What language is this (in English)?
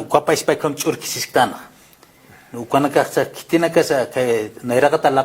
Aymara